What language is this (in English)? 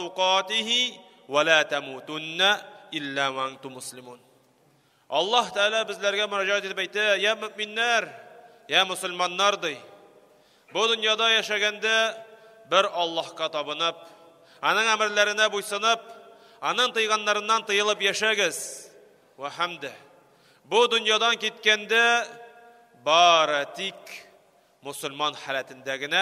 Tatar